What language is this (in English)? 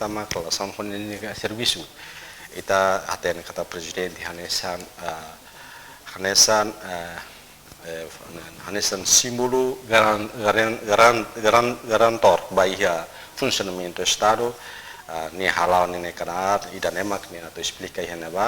Tetum